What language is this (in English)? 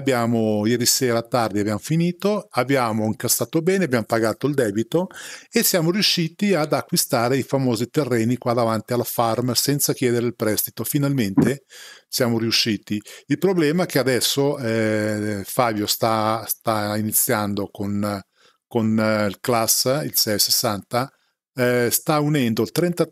Italian